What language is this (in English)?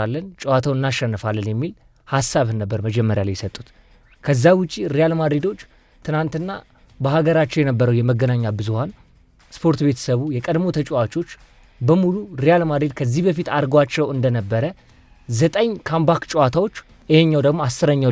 Amharic